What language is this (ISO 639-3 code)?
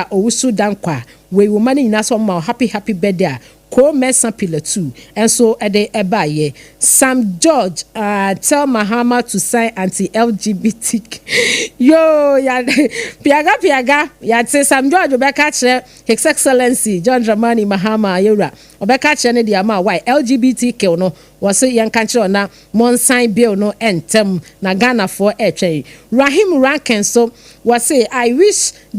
aka